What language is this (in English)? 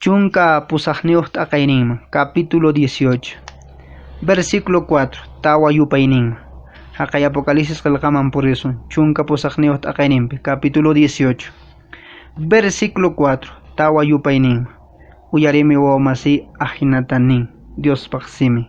Quechua